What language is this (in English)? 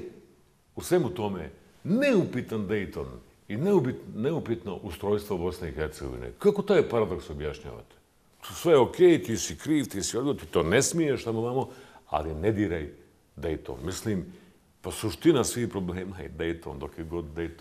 Bosnian